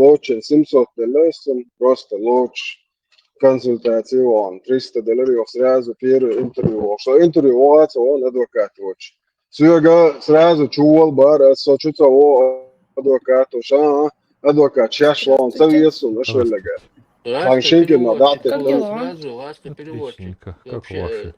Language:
Chechen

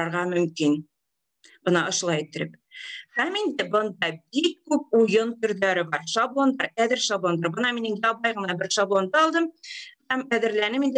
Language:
Bashkir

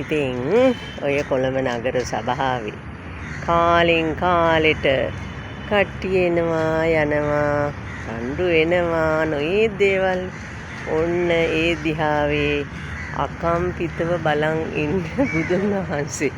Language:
Sinhala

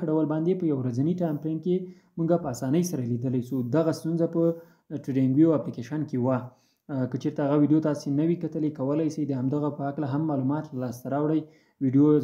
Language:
Pashto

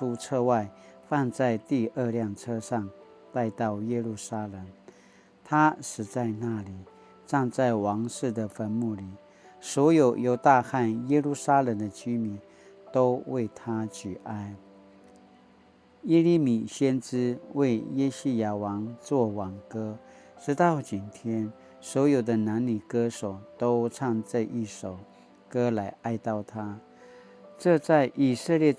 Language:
Paiwan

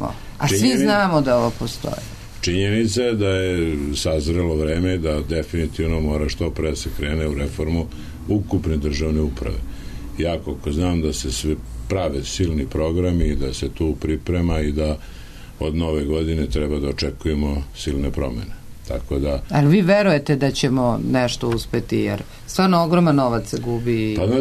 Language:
Serbian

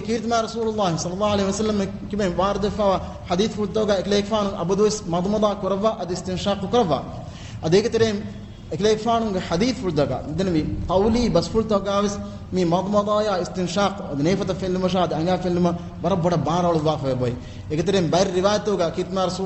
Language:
Divehi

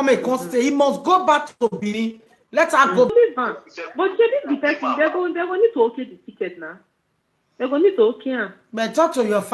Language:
Nigerian Pidgin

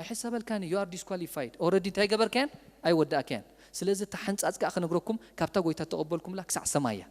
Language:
Tigrinya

